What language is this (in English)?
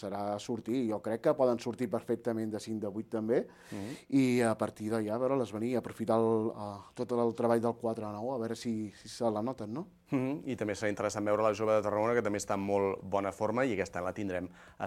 Catalan